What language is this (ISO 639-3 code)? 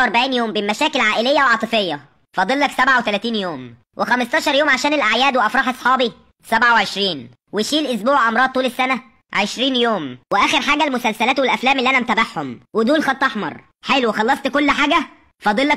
arz